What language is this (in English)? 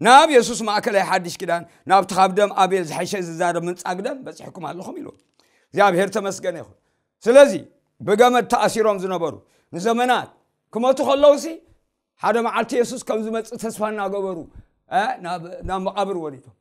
Tigrinya